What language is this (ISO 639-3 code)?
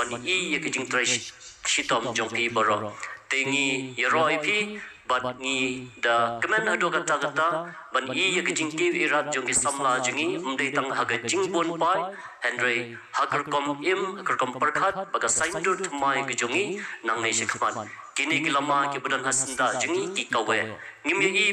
kha